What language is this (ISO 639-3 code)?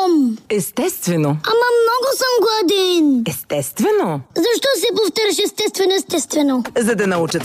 bul